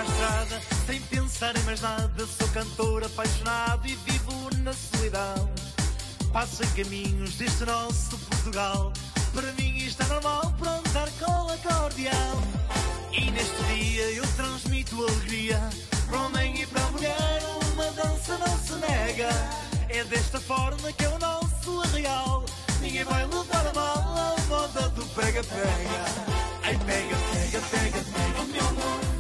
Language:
Portuguese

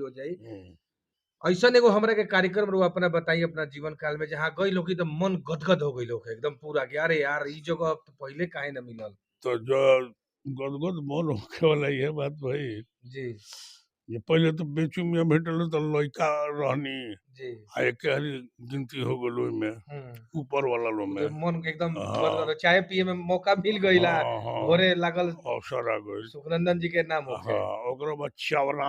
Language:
Bhojpuri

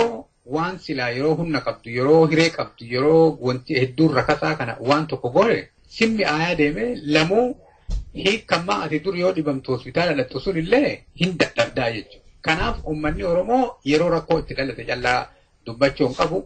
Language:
Oromo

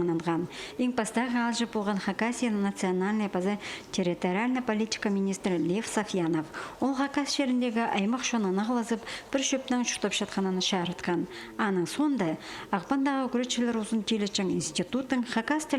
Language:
Khakas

